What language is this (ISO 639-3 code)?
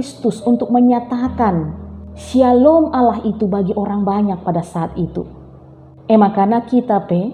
btx